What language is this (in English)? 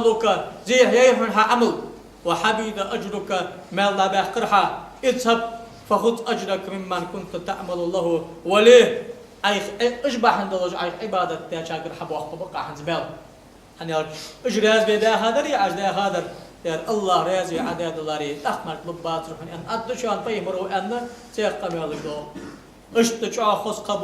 Ingush